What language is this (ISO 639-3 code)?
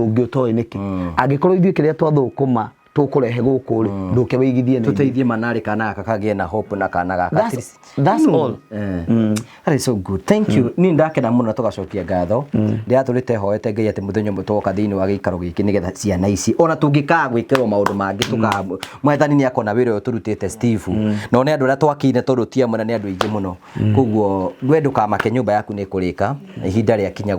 kik